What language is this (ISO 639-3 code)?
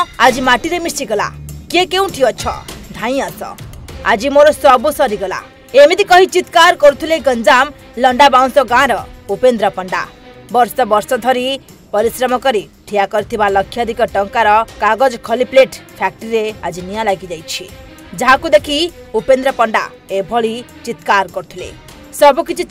ori